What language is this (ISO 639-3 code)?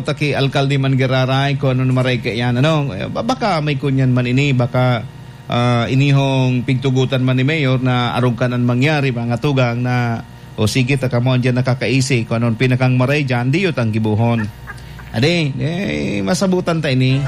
bik